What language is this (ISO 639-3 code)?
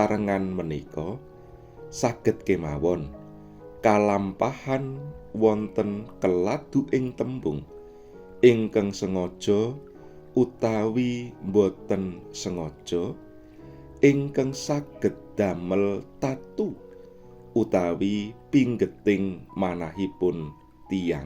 jav